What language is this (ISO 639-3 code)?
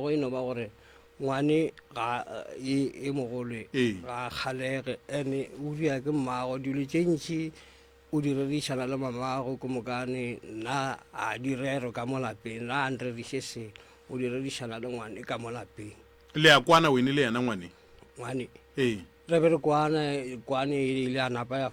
nso